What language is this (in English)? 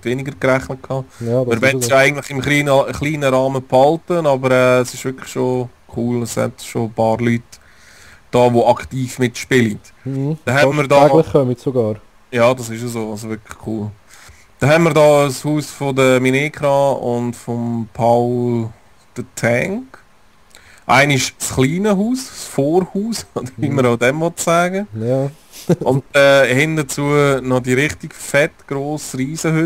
Swiss German